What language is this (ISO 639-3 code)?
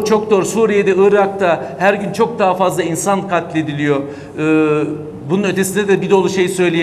tur